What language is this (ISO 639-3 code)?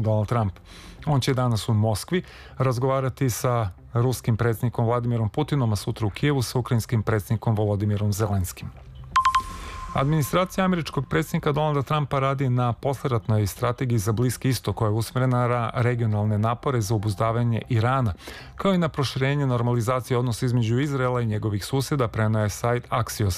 srp